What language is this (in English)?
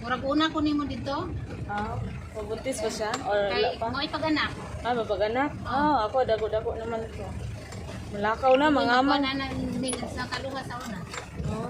Cebuano